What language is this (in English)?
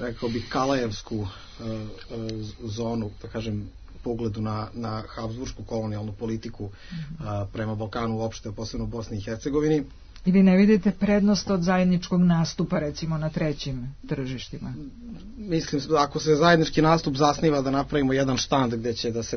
Serbian